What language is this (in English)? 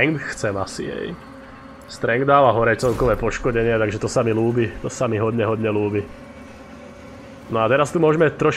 Slovak